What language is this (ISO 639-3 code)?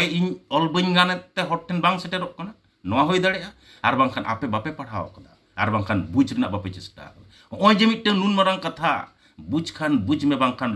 sat